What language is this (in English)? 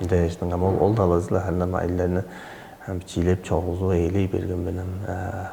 Tuvinian